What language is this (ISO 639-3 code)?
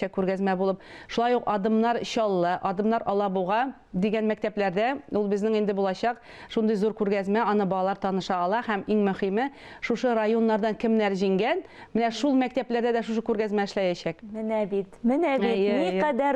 tat